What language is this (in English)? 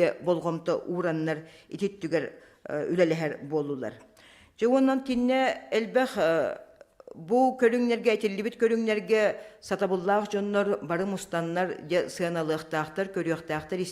Yakut